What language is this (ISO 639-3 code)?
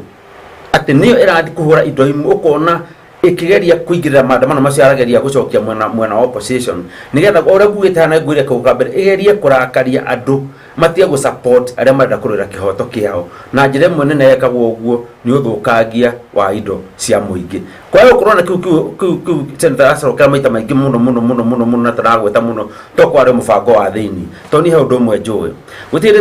kik